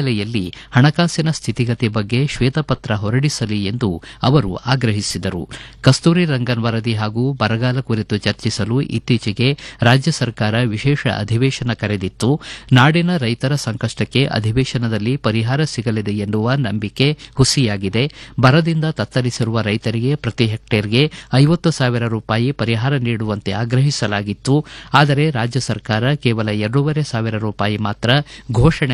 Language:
Kannada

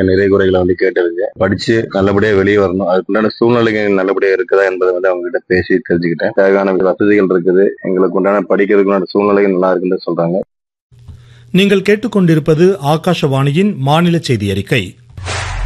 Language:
Tamil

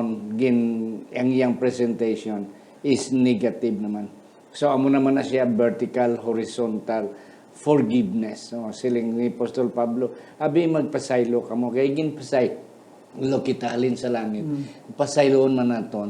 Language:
Hiligaynon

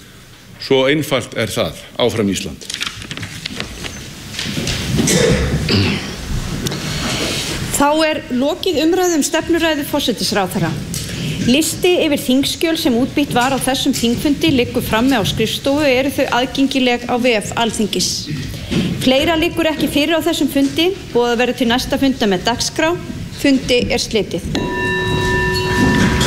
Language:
Icelandic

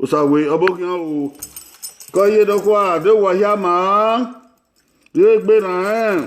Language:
Bini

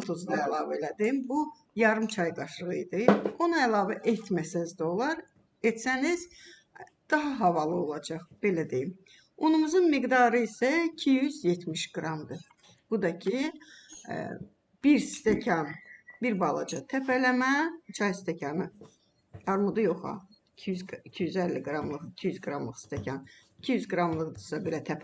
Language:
Azerbaijani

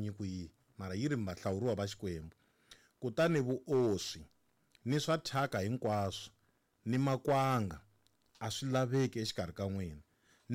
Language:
Tsonga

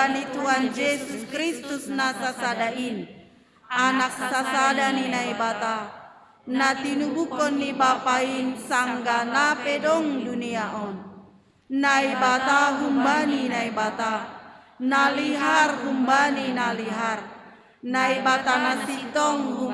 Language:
Batak Simalungun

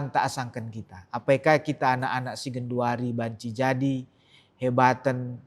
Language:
Batak Karo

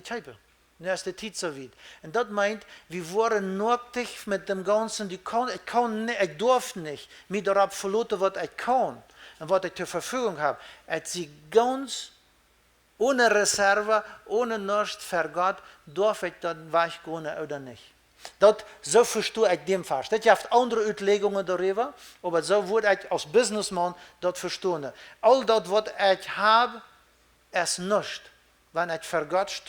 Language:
Plautdietsch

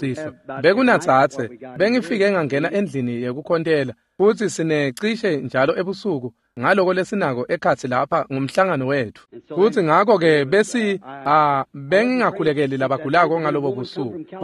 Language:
Swati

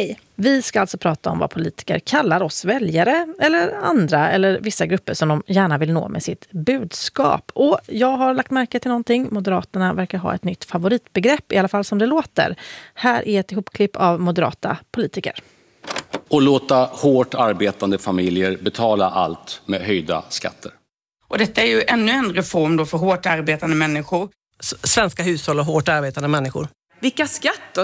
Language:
Swedish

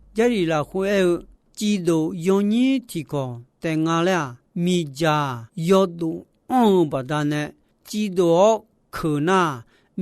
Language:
Akha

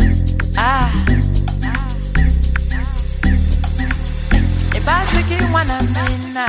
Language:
Swahili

